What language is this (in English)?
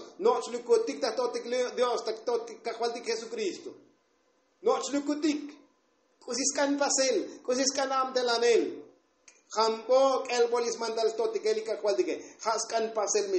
Tzotzil